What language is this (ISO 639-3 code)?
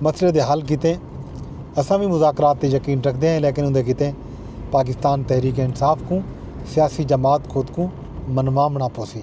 skr